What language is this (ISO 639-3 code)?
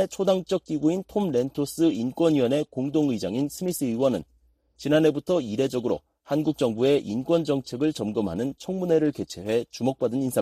kor